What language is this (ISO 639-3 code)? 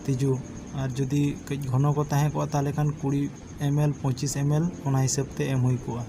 sat